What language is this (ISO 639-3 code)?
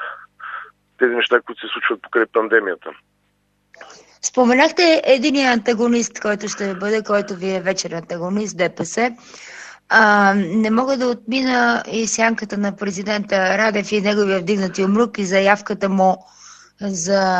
bul